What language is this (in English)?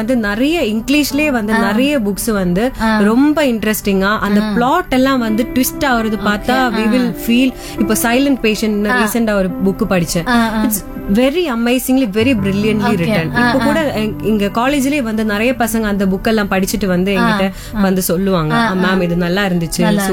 Tamil